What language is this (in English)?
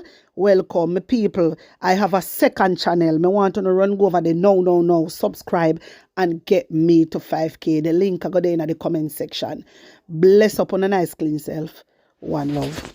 Jamaican Creole English